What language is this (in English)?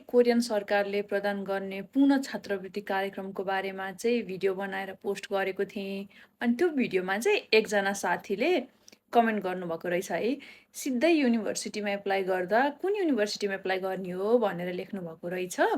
Nepali